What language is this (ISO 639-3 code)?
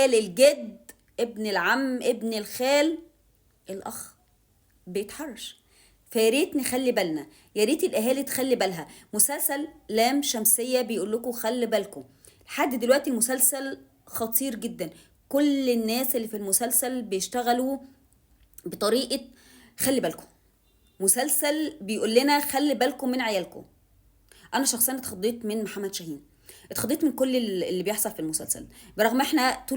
arz